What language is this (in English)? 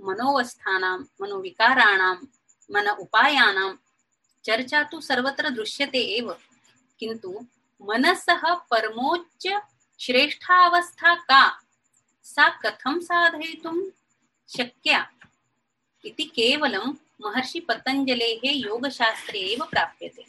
Sanskrit